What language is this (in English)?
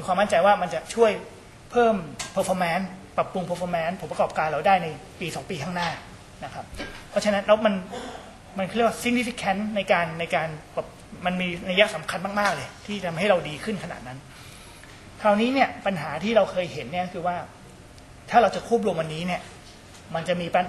Thai